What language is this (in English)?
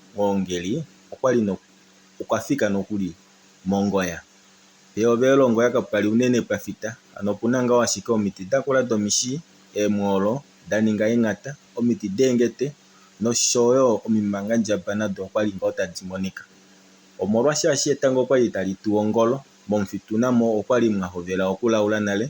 Kuanyama